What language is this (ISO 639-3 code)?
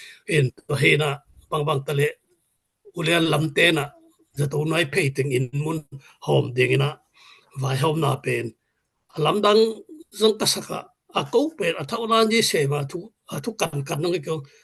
ctd